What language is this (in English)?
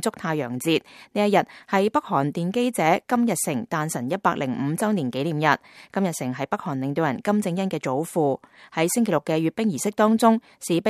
Cantonese